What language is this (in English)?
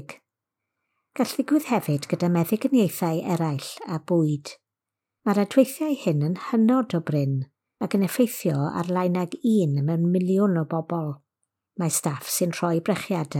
Welsh